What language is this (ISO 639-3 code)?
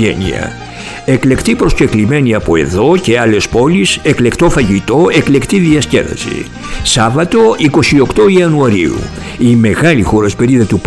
ell